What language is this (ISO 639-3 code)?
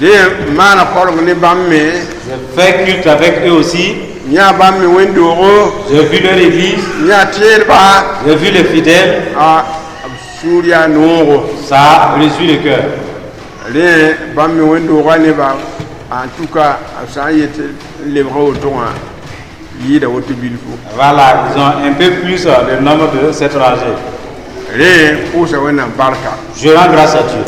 mos